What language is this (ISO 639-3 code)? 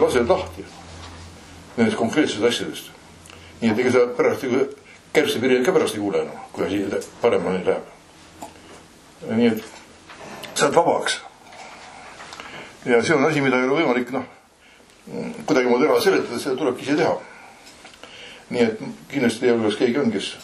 est